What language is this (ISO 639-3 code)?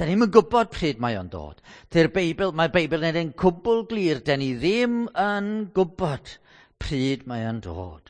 cym